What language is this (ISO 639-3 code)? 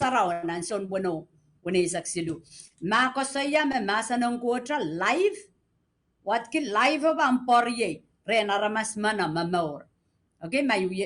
pon